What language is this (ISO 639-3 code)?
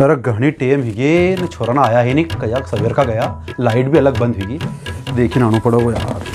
raj